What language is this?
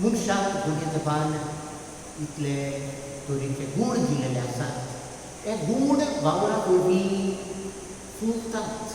Konkani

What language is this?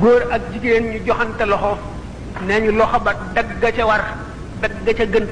Wolof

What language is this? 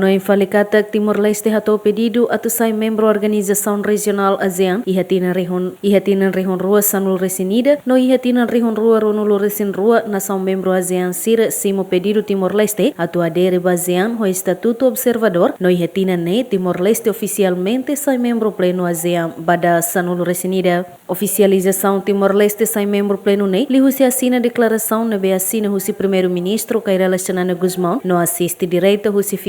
Tetum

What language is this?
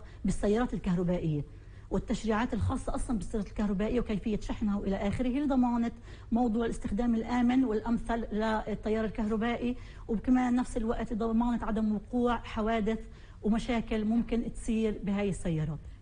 North Levantine Arabic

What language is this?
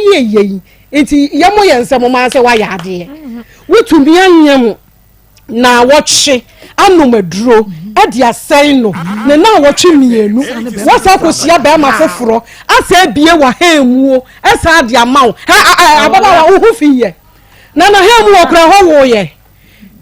Akan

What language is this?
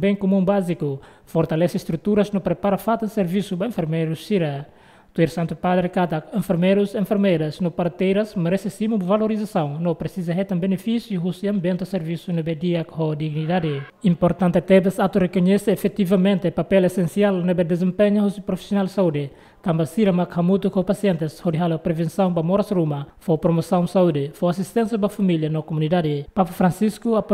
Tetum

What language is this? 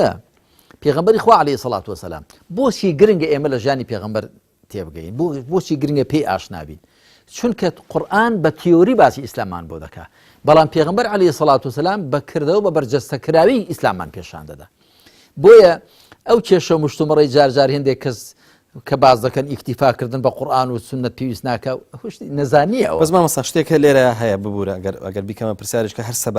Central Kurdish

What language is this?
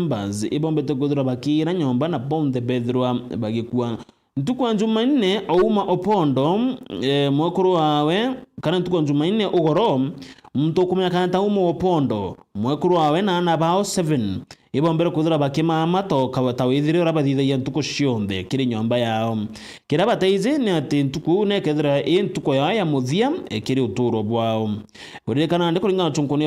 Meru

